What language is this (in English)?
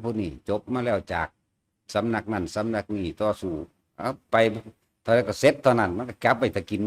Northeastern Thai